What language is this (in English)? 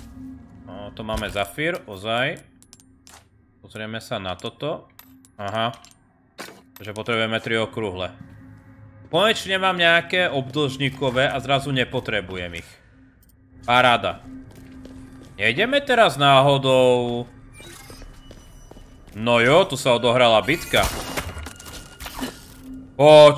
Slovak